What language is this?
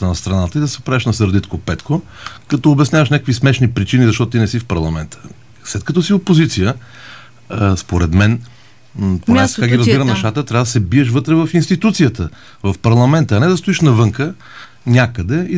Bulgarian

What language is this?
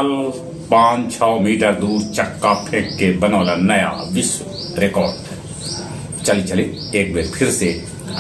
Magahi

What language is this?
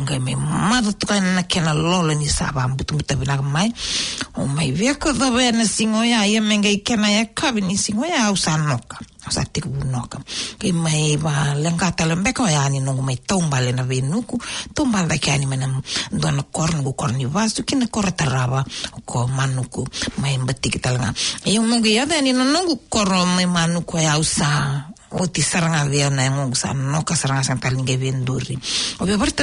Fijian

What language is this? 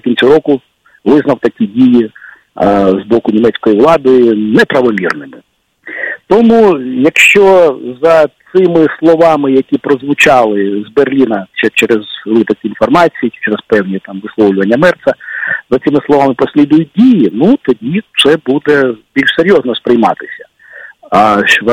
Ukrainian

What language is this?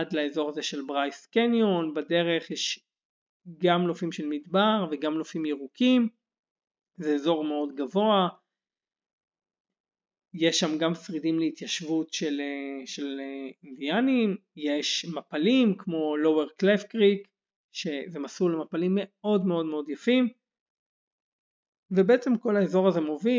Hebrew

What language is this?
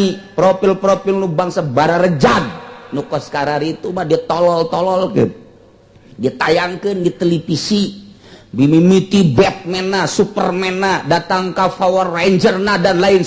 Sundanese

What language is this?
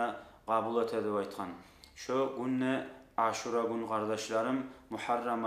Kumyk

